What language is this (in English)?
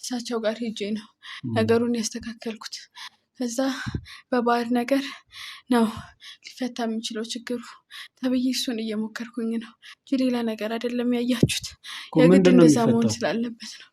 Amharic